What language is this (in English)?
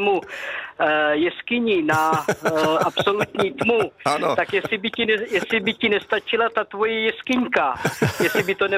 Czech